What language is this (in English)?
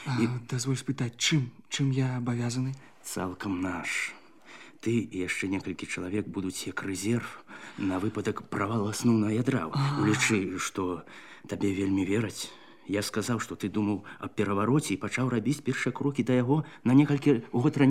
Belarusian